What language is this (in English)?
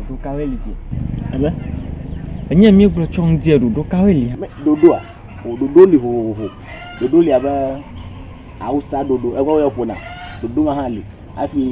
Ewe